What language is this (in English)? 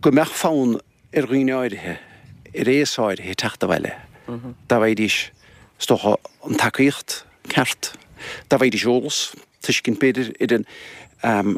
Irish